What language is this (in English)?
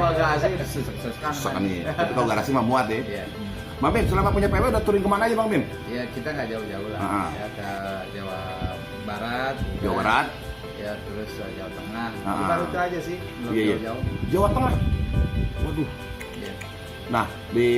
Betawi